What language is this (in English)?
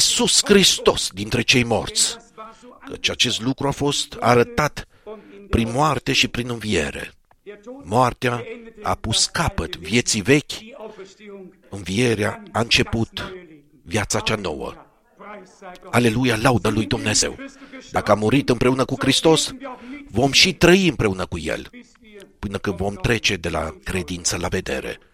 Romanian